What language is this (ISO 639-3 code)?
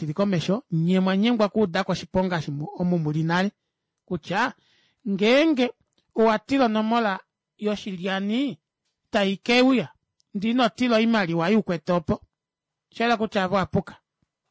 kua